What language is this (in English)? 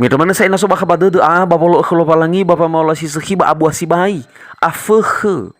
Nias